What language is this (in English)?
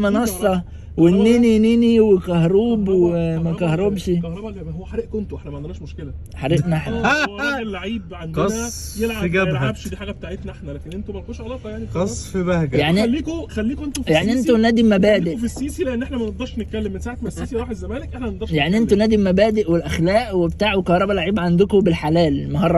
Egyptian Arabic